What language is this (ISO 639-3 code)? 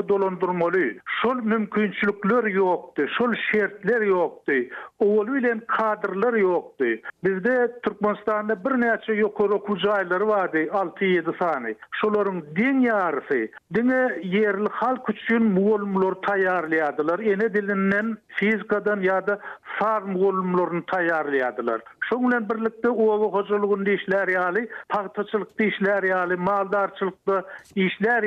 tuk